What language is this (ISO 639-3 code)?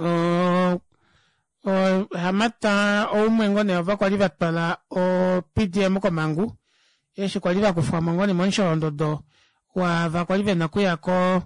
kua